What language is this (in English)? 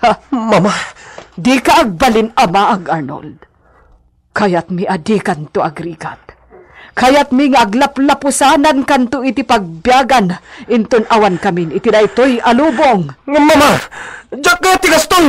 Iloko